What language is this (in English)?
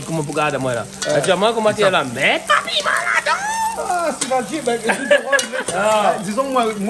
Réunion Creole French